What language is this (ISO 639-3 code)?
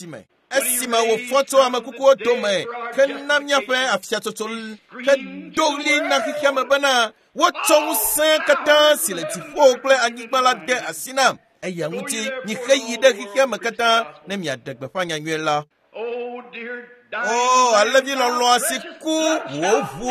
ewe